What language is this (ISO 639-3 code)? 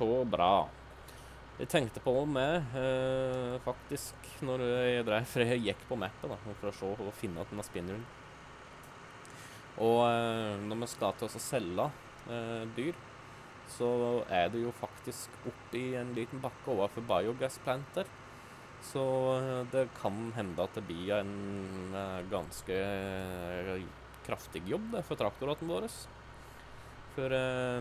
nor